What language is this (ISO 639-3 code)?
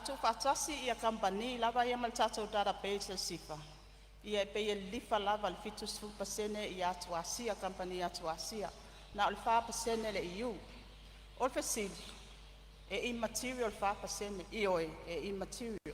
smo